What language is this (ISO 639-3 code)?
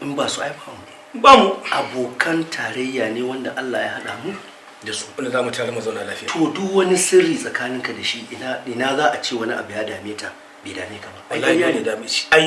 hau